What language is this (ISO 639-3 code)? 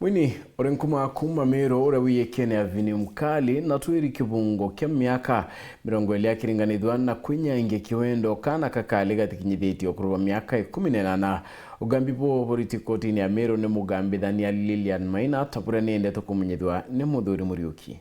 mer